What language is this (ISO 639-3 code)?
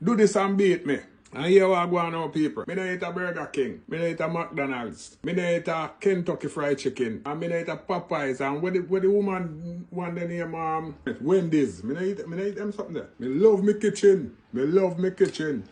jam